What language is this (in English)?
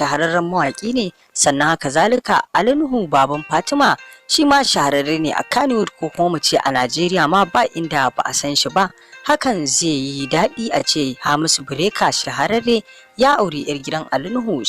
Hausa